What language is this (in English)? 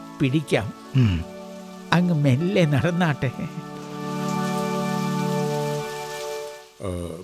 Malayalam